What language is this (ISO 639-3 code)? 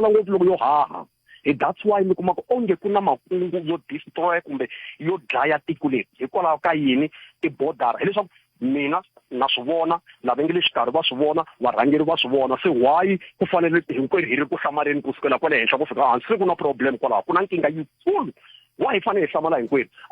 tso